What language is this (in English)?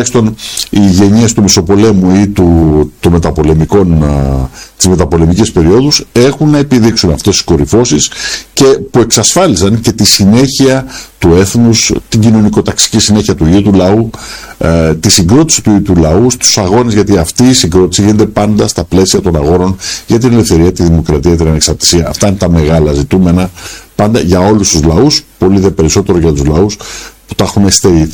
Greek